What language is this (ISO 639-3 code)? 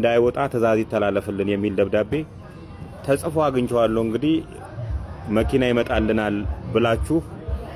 amh